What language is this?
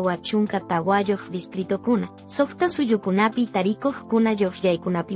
Quechua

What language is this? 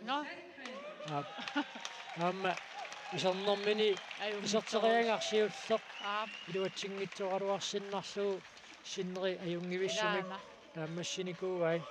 Kalaallisut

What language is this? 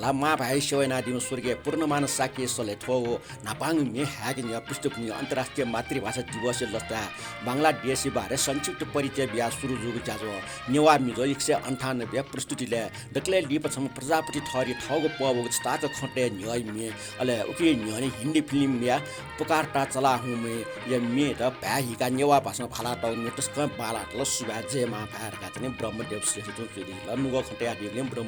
Newari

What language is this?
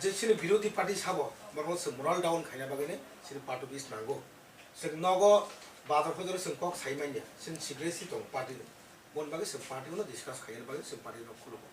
Kok Borok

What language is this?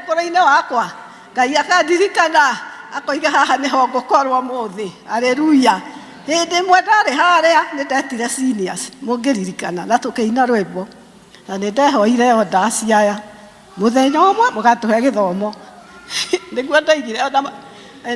Kikuyu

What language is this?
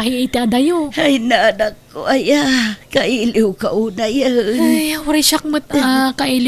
Iloko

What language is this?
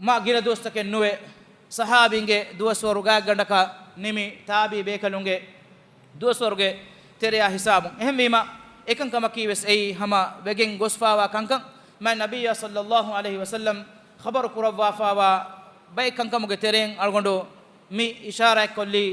Divehi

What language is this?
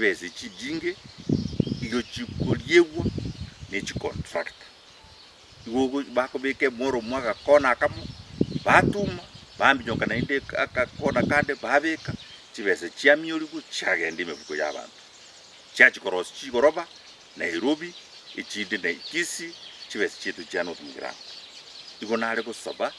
Gusii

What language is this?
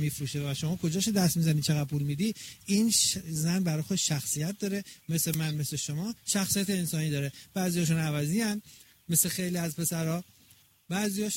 Persian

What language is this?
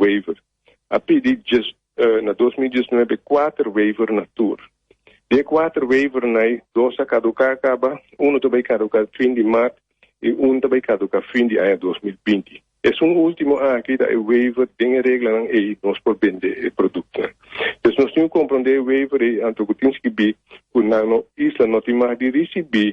Papiamento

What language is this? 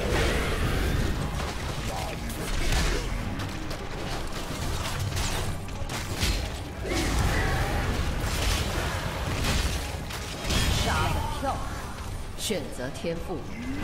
Chinese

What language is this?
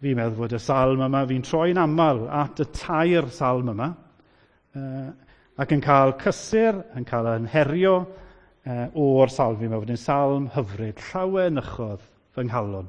Welsh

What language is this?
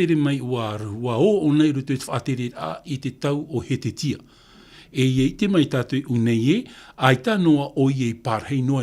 Tahitian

